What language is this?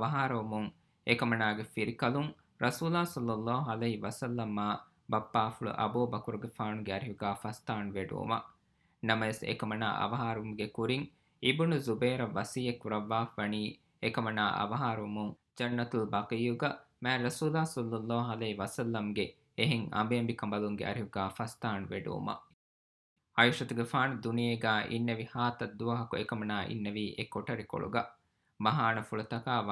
Divehi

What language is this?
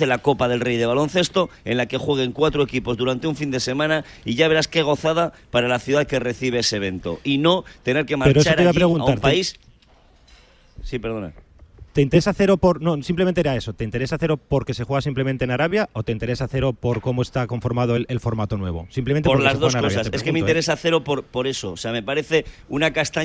Spanish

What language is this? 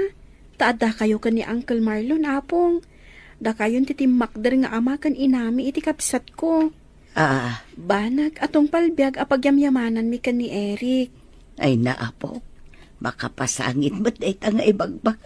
Iloko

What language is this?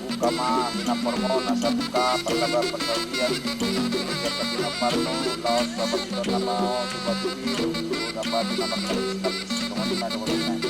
Batak Toba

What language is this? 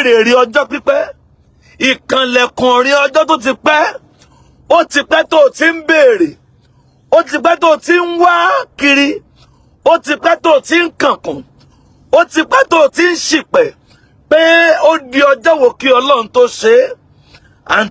Yoruba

